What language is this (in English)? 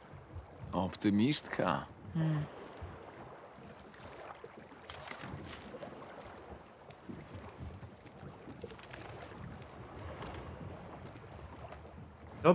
Polish